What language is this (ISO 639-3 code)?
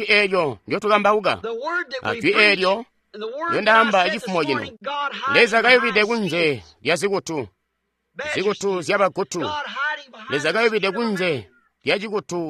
toi